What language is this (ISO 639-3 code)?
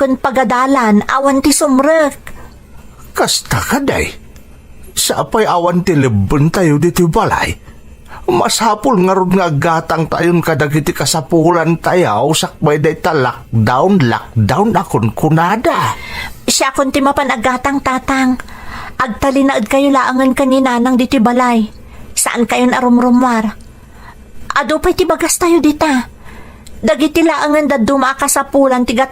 ilo